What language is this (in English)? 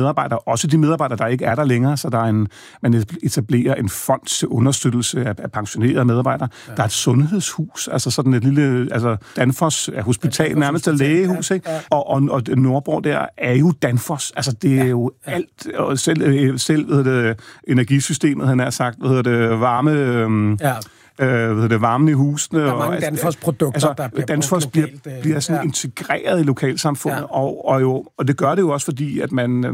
Danish